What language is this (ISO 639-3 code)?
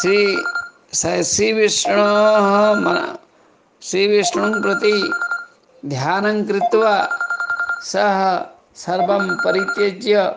san